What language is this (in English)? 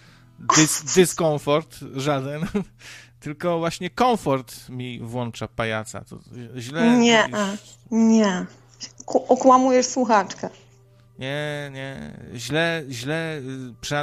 Polish